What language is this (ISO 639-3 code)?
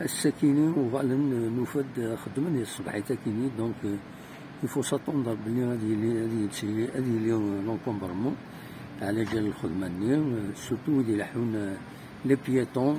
kab